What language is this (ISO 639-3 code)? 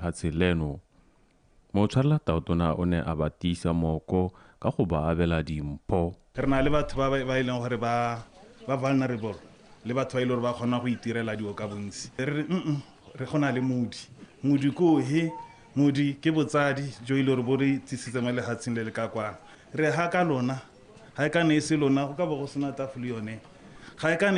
tsn